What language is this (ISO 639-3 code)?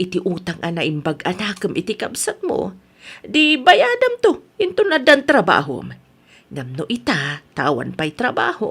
ilo